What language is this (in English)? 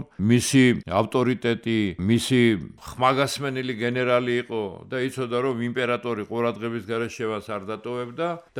Georgian